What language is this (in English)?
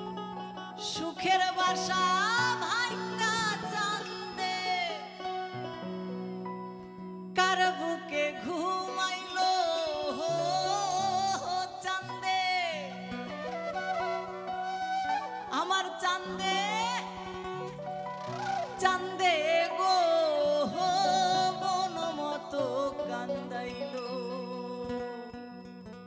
Bangla